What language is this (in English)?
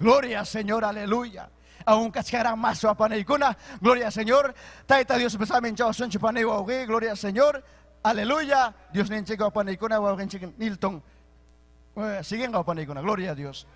Ayacucho Quechua